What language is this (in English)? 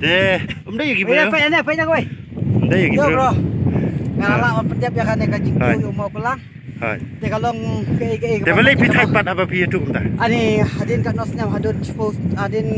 Khasi